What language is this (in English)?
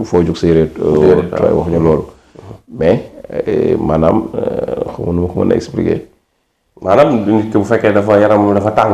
Wolof